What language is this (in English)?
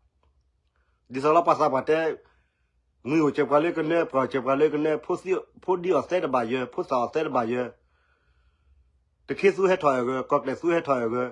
S'gaw Karen